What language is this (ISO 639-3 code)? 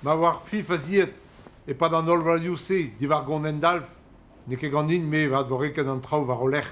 bre